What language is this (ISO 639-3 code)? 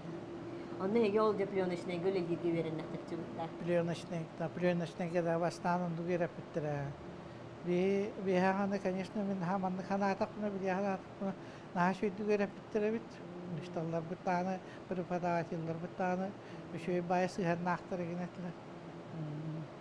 sah